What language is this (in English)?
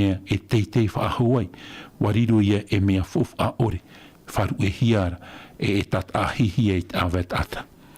Tahitian